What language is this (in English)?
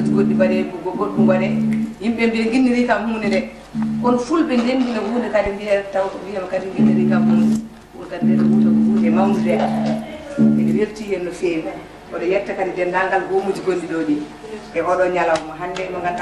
Fula